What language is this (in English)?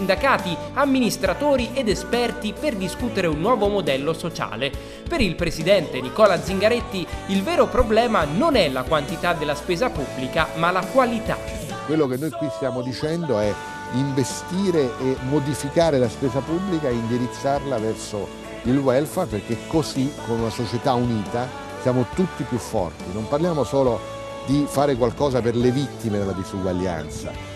Italian